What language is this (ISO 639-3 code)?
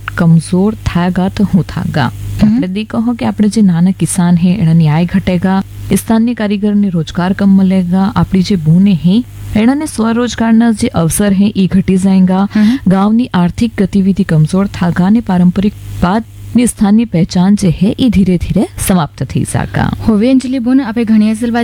guj